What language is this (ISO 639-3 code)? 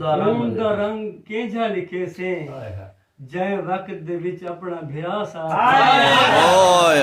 skr